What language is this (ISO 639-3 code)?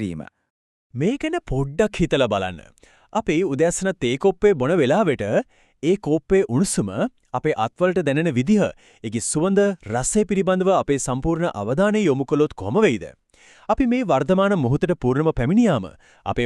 sin